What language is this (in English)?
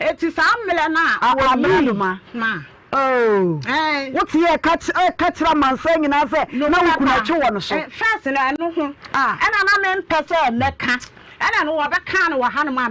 Akan